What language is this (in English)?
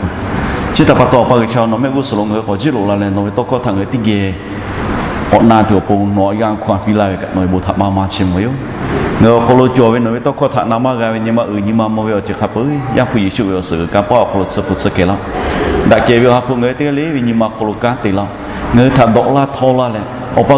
Lahu